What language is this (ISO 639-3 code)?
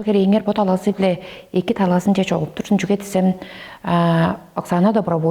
tyv